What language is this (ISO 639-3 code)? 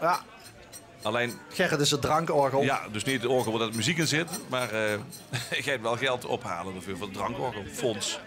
lim